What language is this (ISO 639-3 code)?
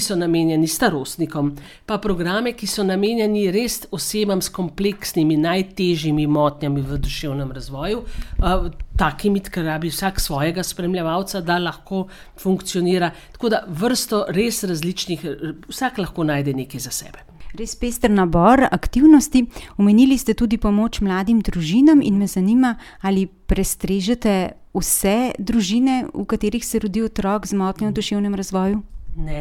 slv